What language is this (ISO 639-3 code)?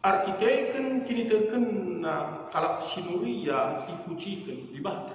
btx